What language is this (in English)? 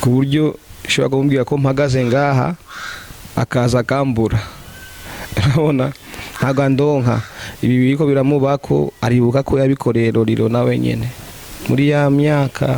Rundi